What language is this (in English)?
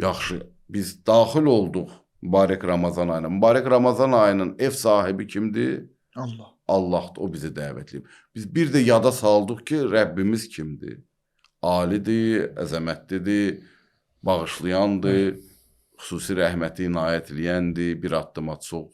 Azerbaijani